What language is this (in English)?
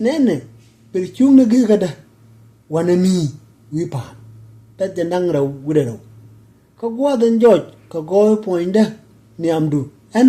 Nuer